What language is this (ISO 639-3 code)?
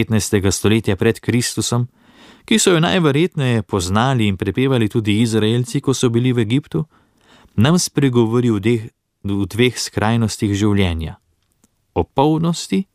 slv